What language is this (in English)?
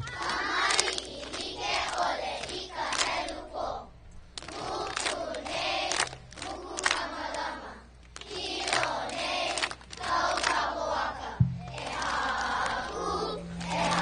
Hawaiian